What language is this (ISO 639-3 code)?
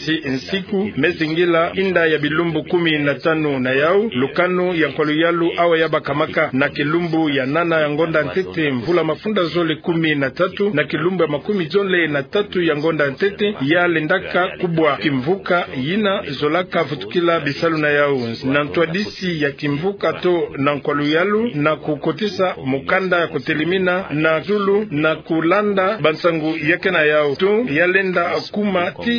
ktu